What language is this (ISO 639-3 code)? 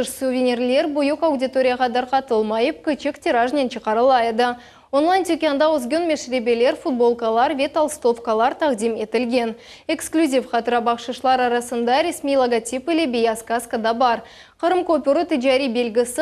crh